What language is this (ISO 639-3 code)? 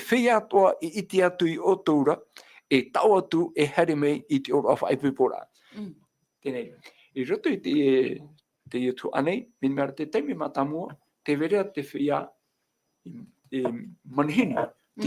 tah